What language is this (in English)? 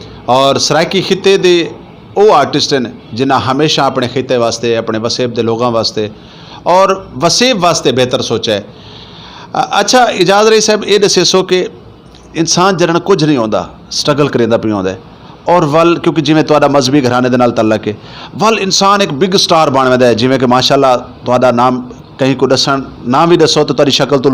Saraiki